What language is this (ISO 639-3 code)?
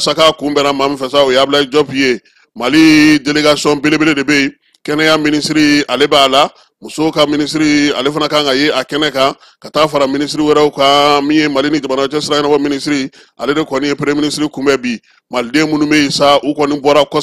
bam